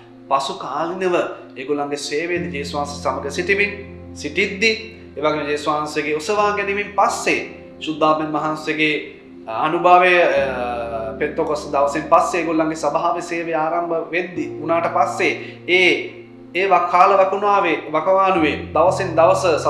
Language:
Sinhala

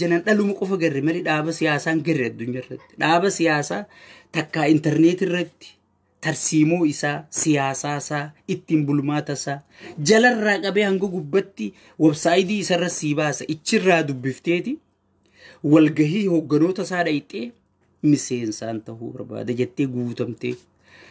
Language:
Oromo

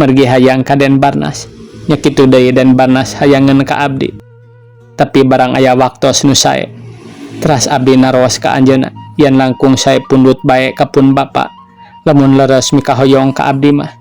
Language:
Sundanese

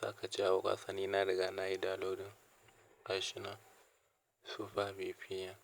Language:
Hausa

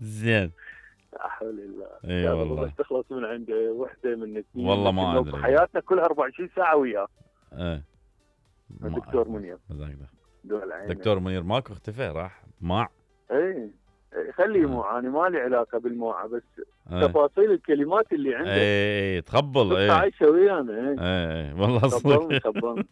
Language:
Mesopotamian Arabic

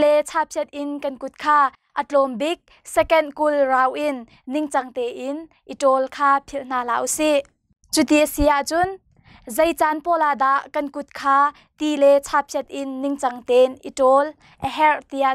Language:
Hakha Chin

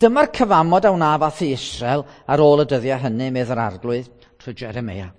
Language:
Welsh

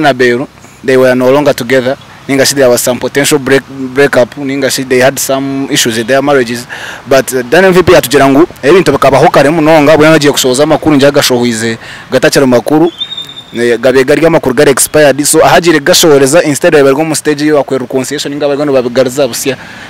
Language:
Nyankole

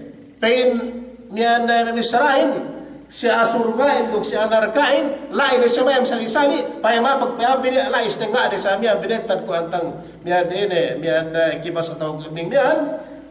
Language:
Yakan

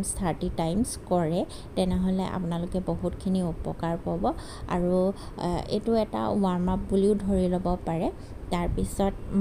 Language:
Assamese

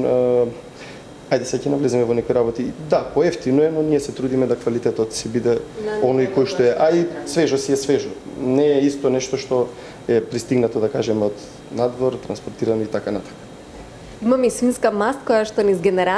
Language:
Macedonian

